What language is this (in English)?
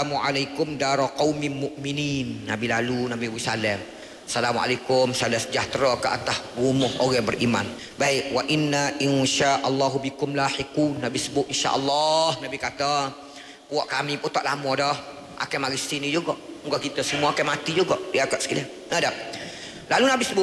Malay